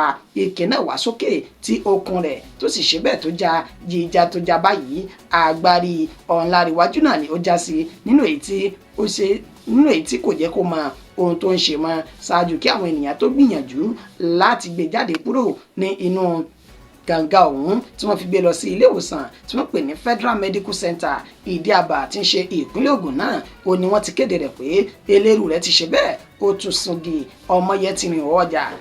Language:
Yoruba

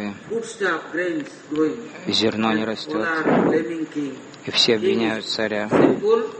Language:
Russian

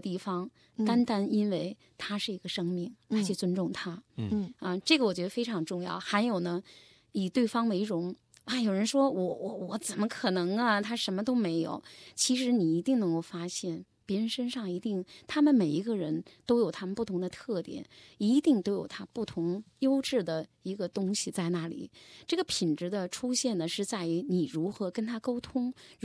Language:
Chinese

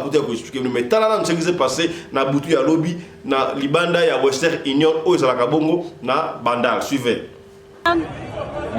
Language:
Lingala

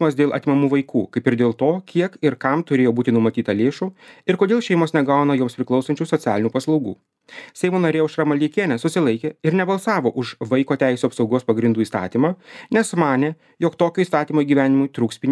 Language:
Lithuanian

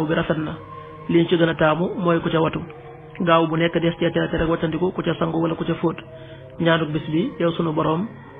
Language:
Wolof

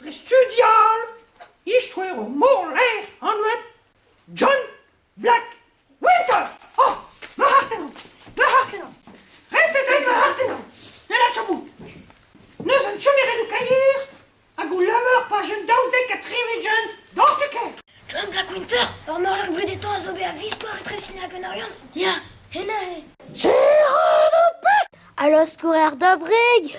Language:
Breton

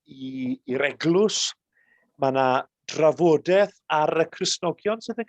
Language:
Welsh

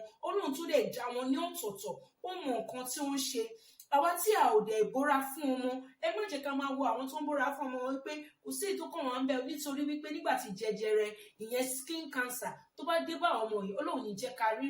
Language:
Yoruba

